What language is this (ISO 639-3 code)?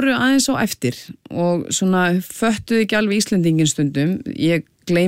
isl